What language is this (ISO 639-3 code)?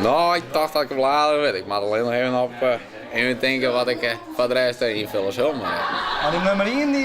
fry